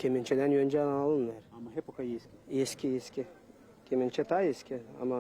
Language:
Gagauz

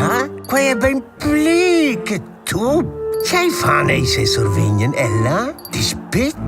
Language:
Romansh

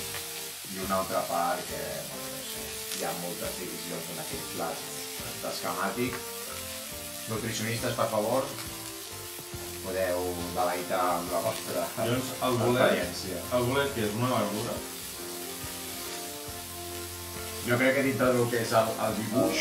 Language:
Catalan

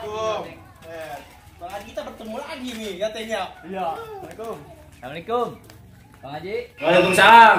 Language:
Betawi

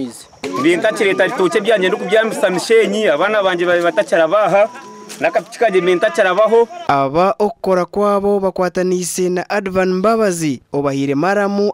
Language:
Nyankole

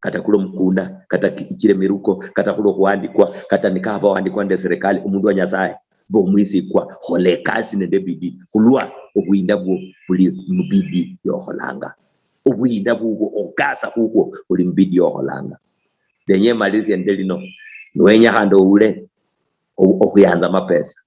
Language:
Luyia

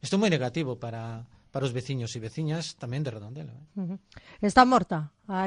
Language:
Galician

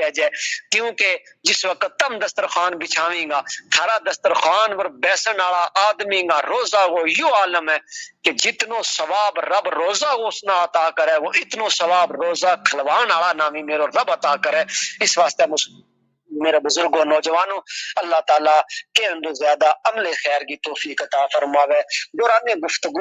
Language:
Gujari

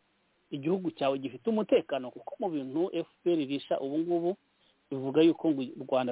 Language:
Kinyarwanda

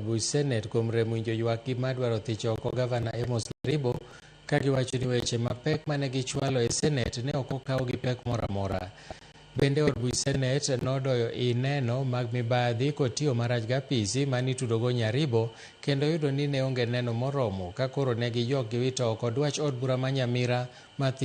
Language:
Luo (Kenya and Tanzania)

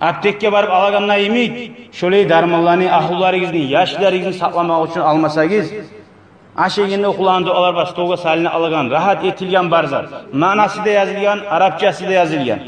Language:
Kumyk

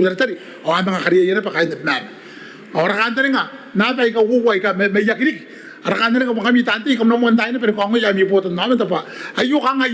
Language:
Gilbertese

